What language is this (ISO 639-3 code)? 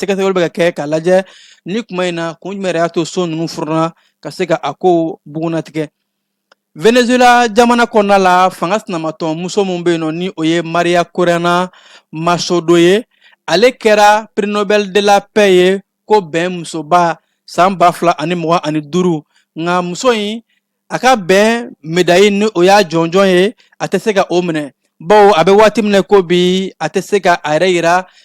bam